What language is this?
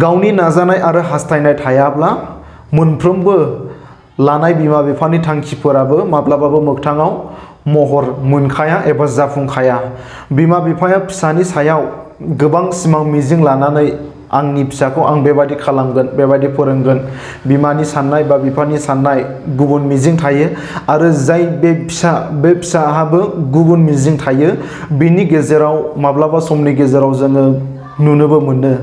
Bodo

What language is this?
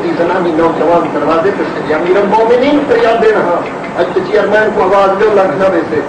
Saraiki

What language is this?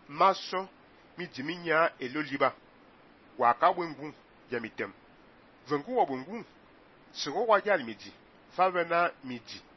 Fang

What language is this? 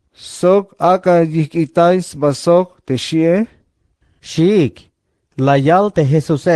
Tzeltal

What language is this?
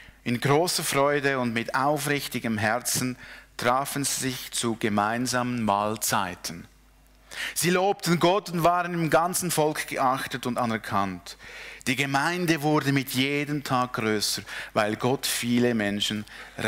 Swiss German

